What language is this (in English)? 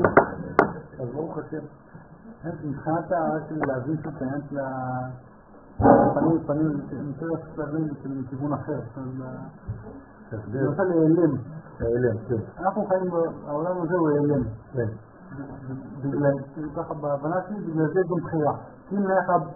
Hebrew